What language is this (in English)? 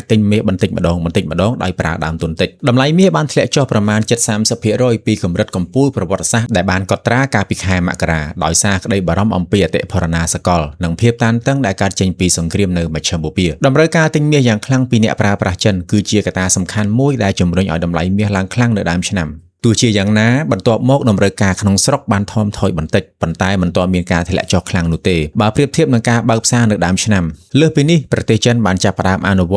Khmer